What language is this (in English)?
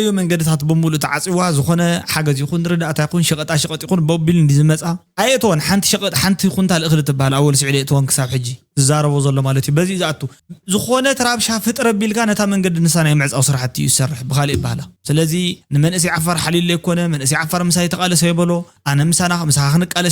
Tigrinya